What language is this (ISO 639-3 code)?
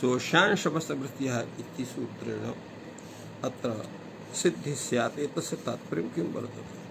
san